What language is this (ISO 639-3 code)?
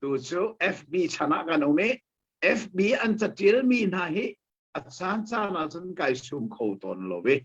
cnh